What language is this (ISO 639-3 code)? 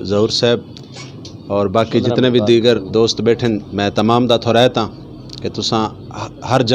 lah